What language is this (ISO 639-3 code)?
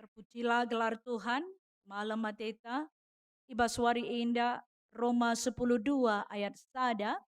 btx